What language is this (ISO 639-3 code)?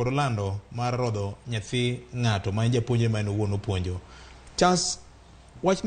luo